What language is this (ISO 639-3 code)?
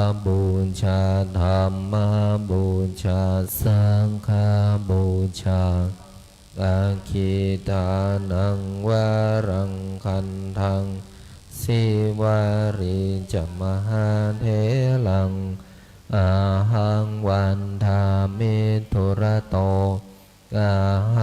pli